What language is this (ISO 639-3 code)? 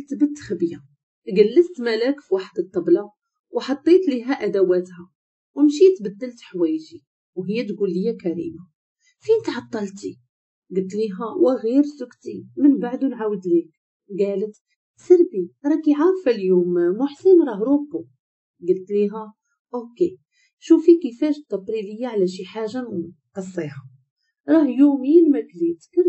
ary